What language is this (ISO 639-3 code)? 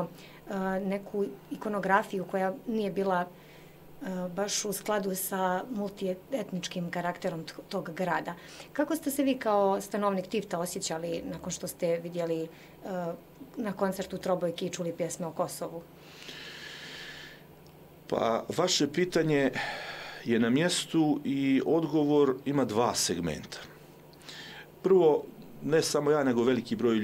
srp